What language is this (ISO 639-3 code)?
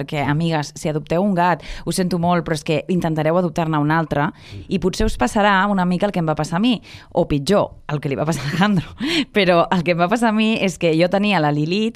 cat